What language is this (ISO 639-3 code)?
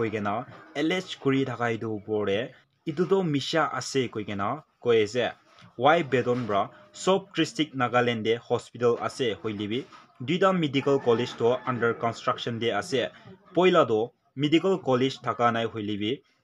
nag